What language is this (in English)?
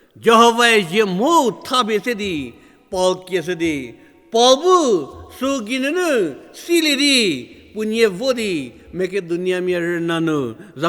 Angami Naga